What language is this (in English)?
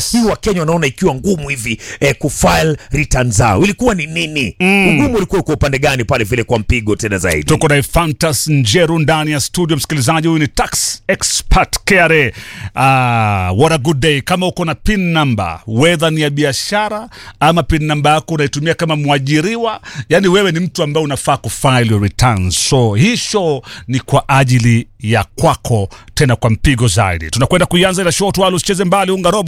Swahili